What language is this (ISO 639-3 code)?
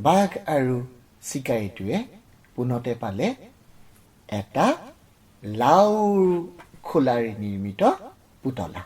asm